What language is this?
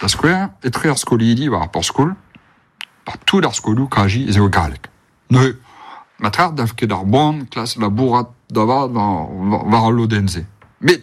Breton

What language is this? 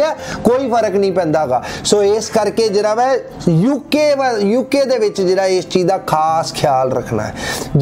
Punjabi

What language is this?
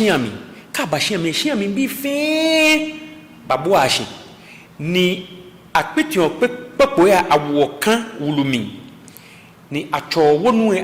Ga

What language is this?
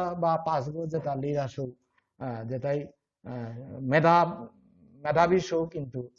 Bishnupriya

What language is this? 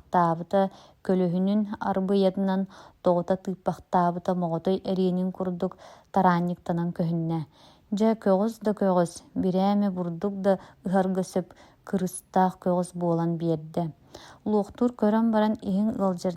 Yakut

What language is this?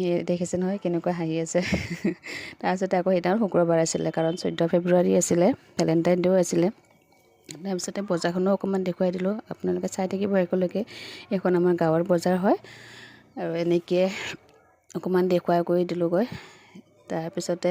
Assamese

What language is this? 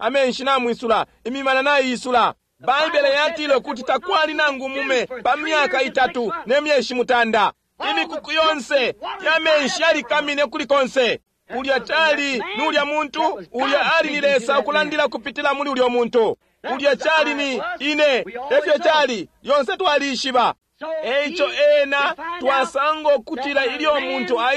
Bemba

